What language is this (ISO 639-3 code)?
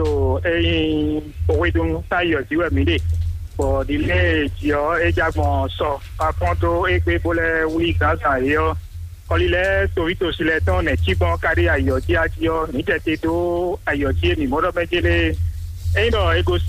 fon